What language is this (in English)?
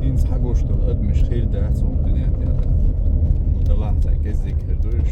Chechen